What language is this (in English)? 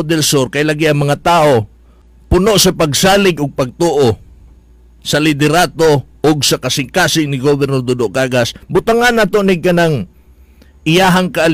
Cebuano